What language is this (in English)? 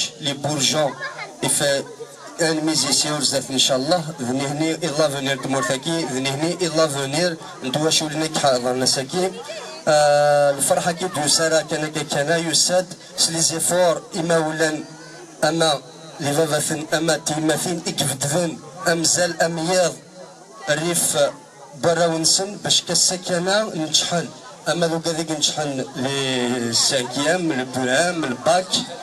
Kabyle